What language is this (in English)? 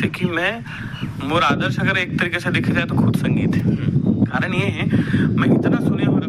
Chhattisgarhi